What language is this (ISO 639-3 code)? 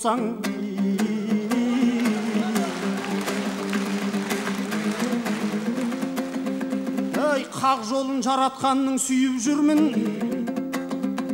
kaz